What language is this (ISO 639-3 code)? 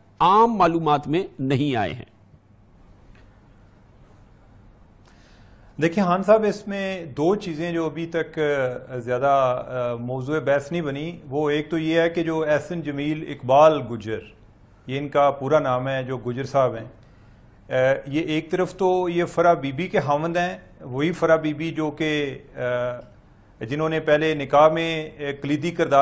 urd